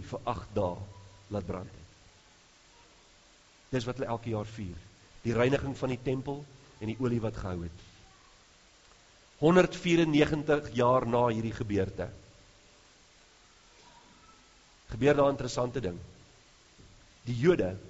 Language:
Afrikaans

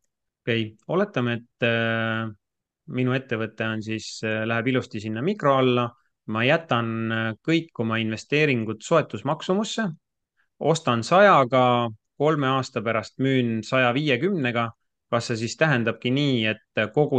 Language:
Estonian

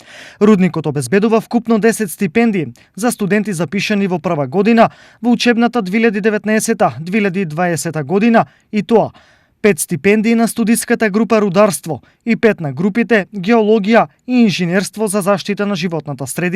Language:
Macedonian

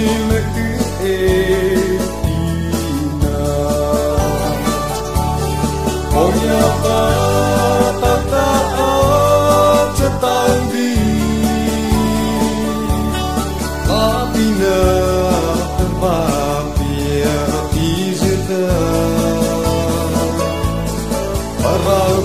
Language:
Vietnamese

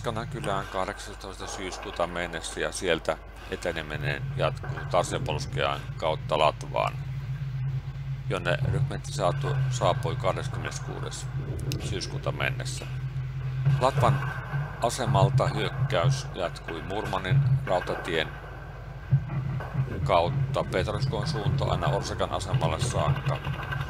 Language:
Finnish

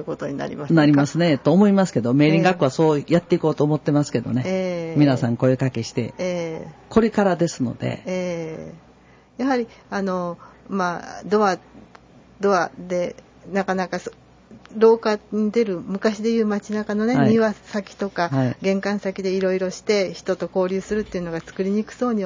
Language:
Japanese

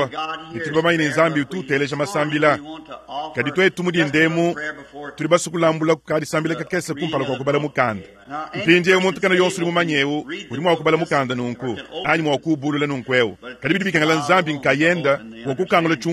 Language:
Luba-Lulua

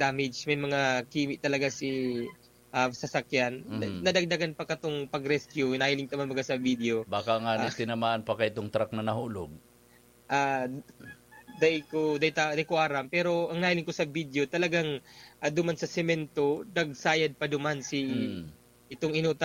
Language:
Bikol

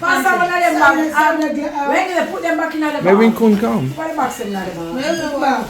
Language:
Jamaican Creole English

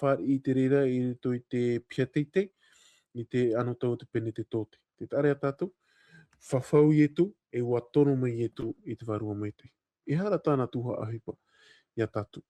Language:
Tahitian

